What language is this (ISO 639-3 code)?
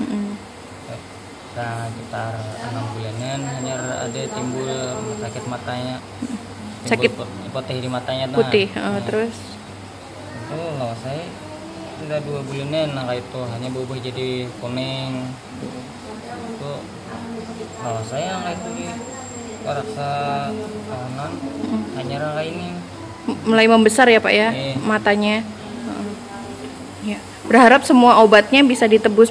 ind